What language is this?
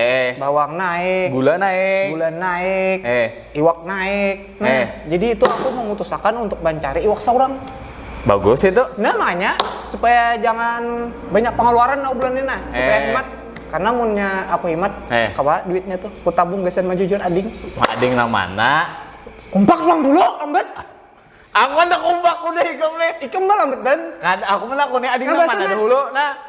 Banjar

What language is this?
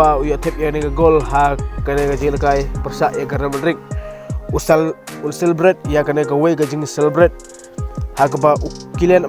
Khasi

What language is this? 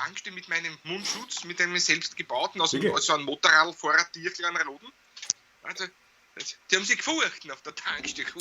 Bavarian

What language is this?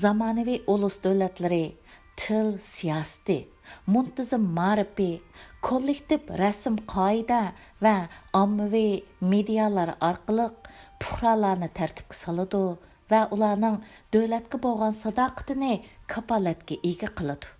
Uyghur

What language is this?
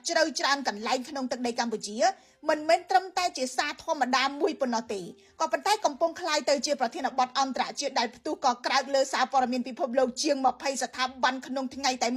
Khmer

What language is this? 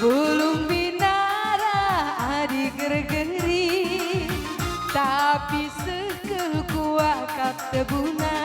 Batak Karo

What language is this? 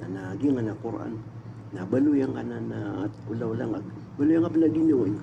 Maranao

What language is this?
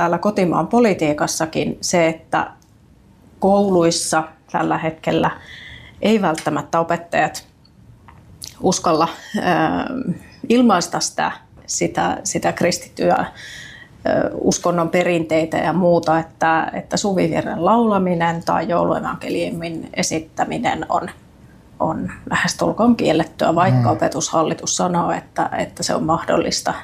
Finnish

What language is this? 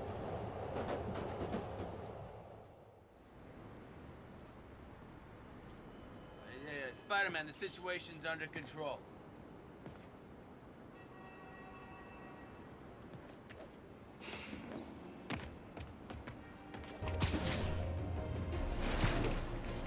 Italian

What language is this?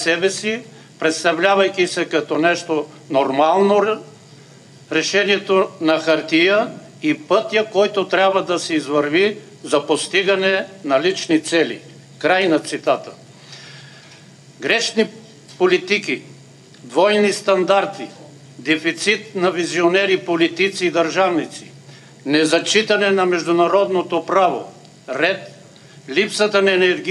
Bulgarian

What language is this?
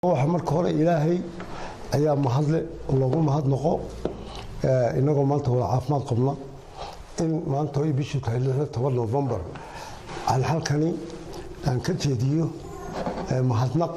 Somali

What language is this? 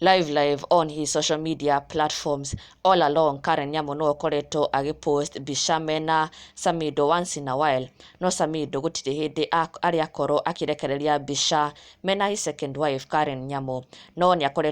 Kikuyu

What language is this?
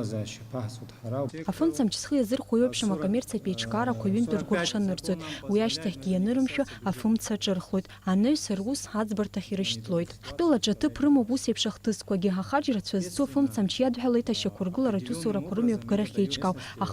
Abkhazian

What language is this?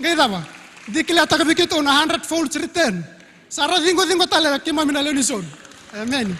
Fijian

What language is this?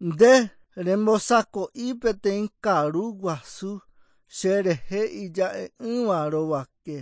Guarani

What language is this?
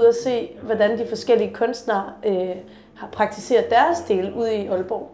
Danish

